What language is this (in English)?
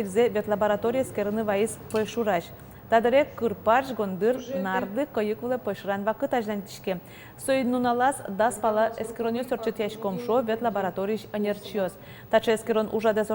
Udmurt